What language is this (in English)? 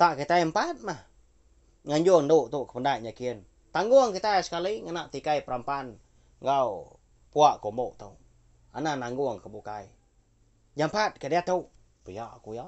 Iban